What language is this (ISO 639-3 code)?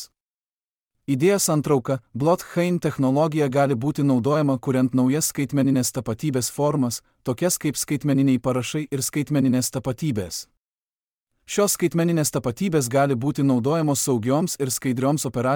lit